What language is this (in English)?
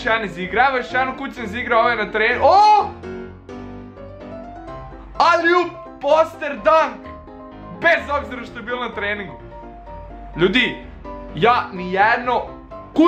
Serbian